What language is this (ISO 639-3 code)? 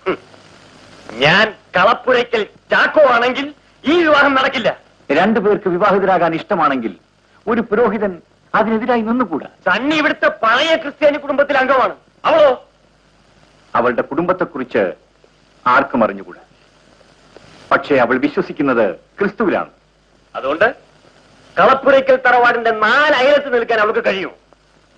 mal